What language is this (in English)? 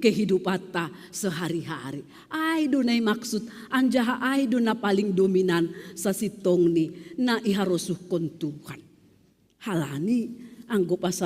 Batak Simalungun